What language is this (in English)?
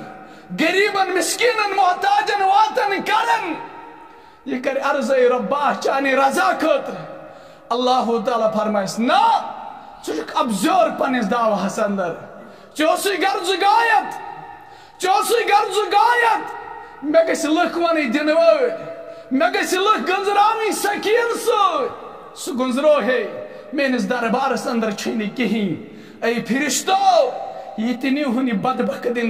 Kashmiri